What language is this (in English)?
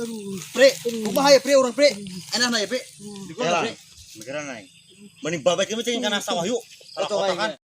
Sundanese